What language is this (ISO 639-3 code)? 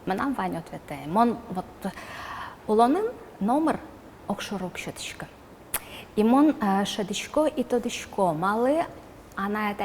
udm